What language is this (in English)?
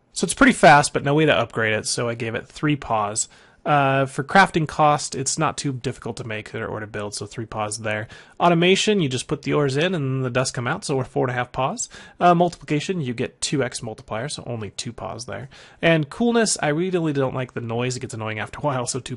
English